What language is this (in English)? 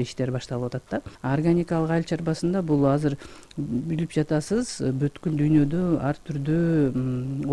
Kyrgyz